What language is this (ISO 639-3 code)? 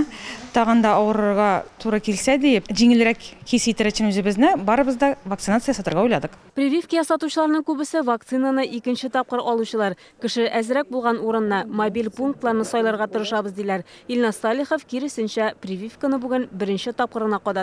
tat